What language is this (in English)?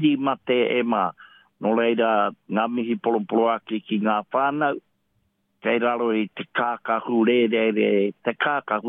Māori